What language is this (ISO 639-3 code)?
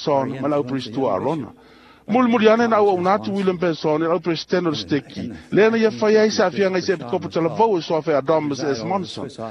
smo